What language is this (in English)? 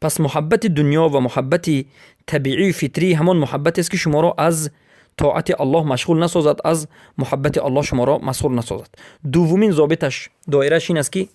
Persian